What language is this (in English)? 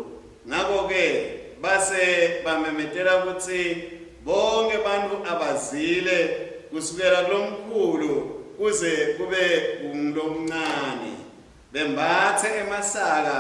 Swati